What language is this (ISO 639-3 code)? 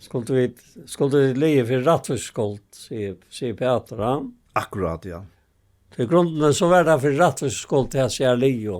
fao